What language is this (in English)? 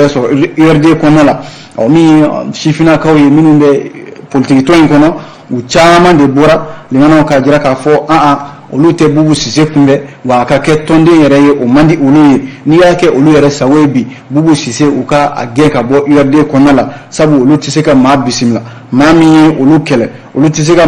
Bambara